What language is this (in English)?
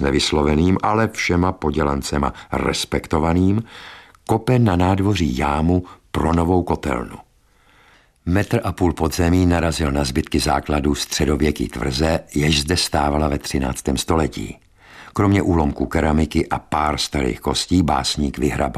Czech